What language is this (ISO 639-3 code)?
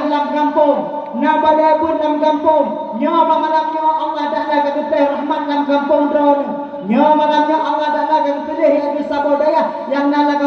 ace